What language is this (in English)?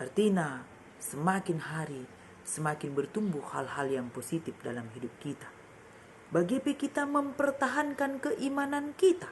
Batak Karo